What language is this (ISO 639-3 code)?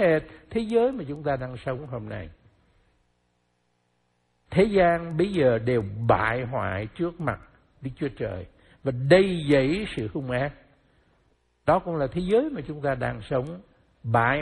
vie